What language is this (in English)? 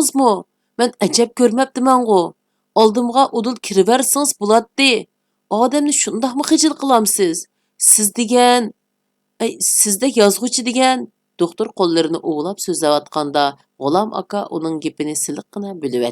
Uyghur